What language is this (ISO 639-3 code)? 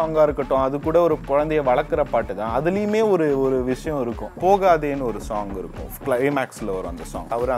tam